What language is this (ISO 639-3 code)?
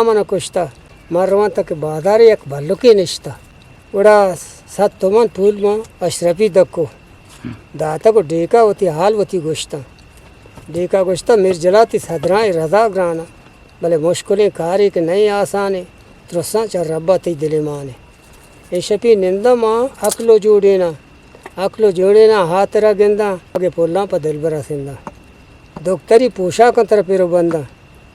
bgp